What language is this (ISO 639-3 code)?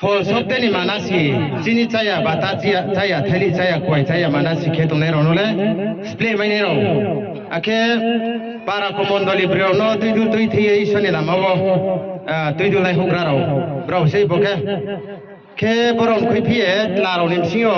ria